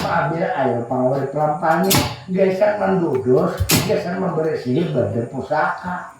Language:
Banjar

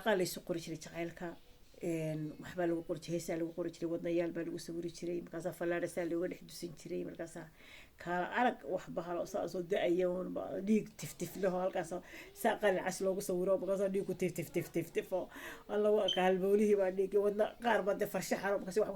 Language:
Somali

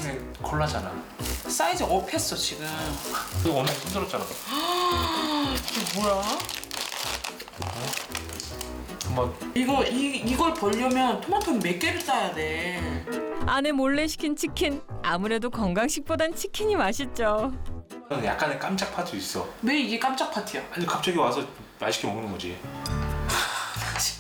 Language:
Korean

